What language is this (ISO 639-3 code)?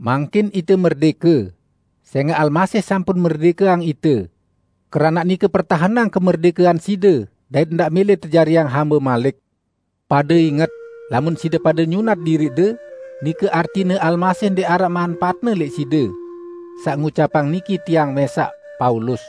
sas